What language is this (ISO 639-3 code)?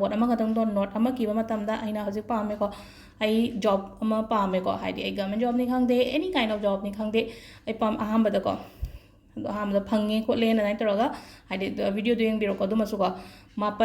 mni